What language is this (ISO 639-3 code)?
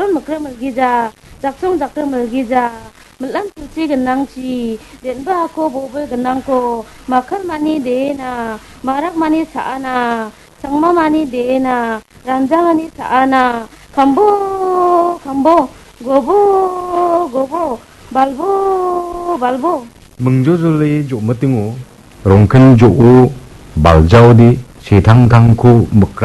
grt